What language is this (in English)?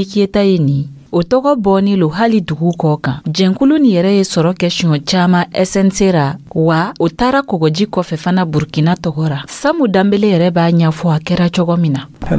Dyula